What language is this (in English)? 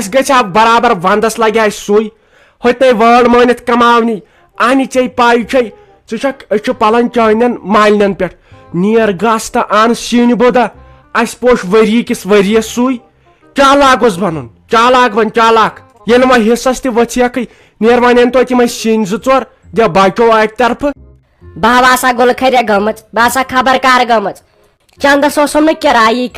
Kashmiri